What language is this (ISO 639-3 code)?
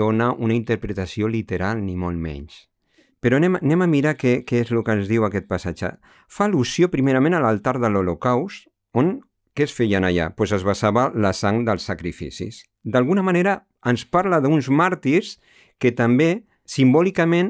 cat